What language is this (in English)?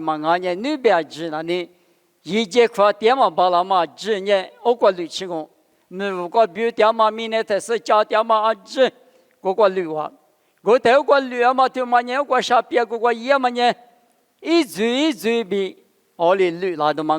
Lisu